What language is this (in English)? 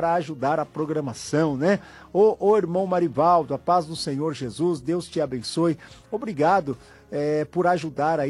Portuguese